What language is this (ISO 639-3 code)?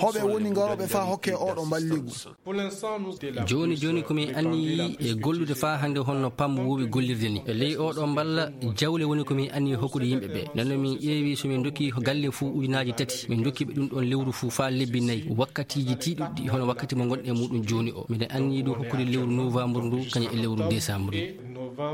ful